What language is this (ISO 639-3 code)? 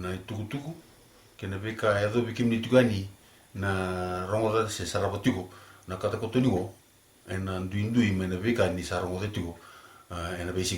fij